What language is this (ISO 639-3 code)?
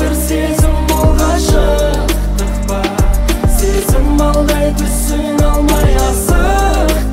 kaz